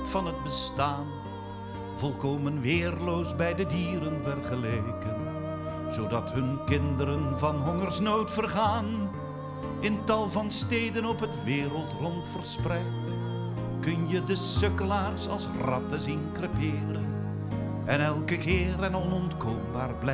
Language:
Dutch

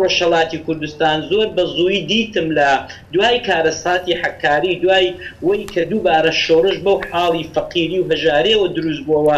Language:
Central Kurdish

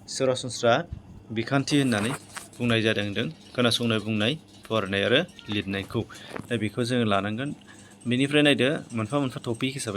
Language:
Bodo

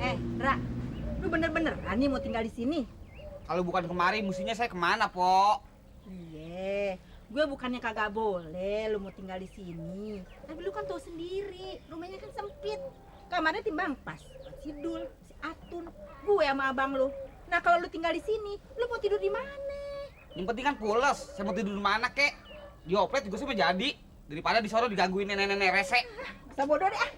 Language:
Betawi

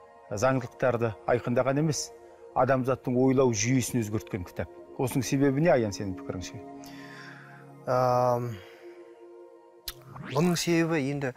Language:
Kazakh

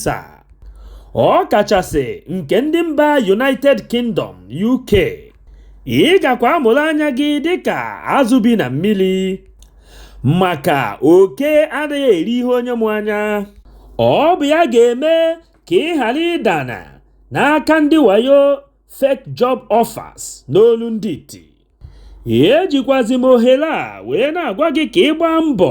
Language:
Igbo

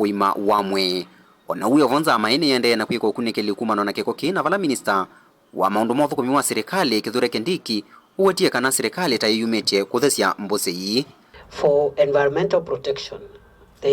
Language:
Kamba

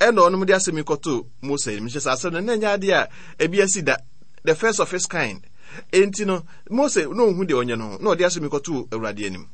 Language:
Akan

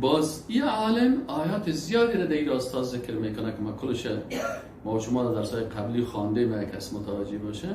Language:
Persian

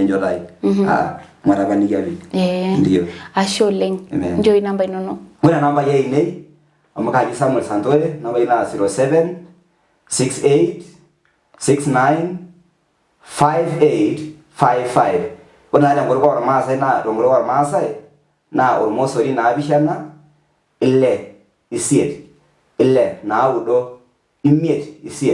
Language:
Masai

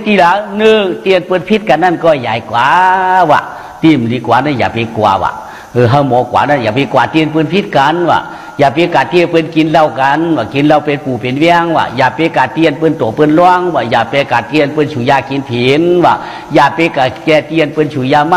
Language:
Shan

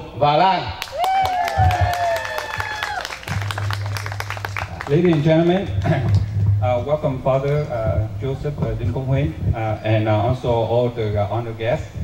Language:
Vietnamese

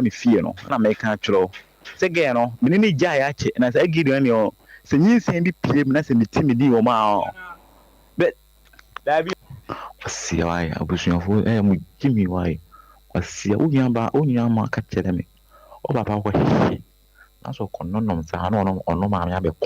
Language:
Akan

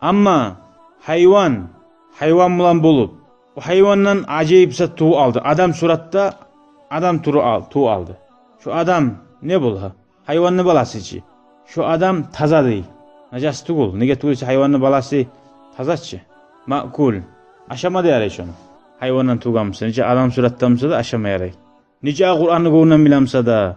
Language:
Kumyk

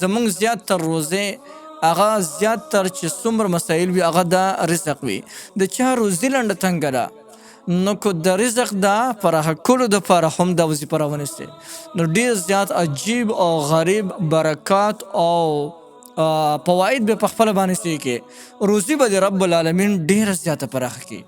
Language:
Pashto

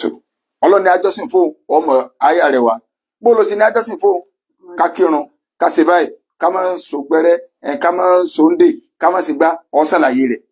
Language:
Yoruba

